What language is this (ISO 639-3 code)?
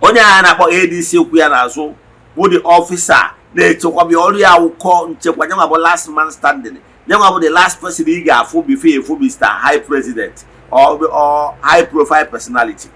ibo